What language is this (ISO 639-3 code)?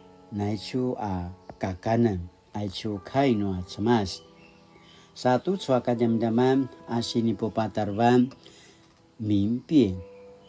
pwn